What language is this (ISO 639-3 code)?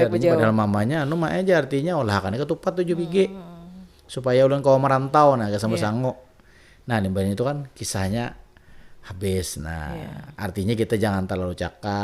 bjn